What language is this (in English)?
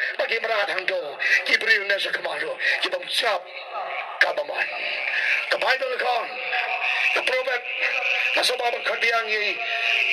Khasi